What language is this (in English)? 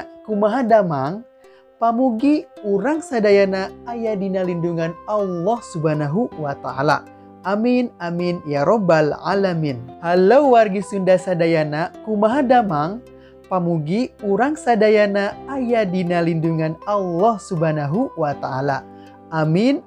Sundanese